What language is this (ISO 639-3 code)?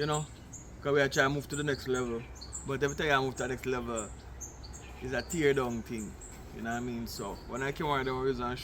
jam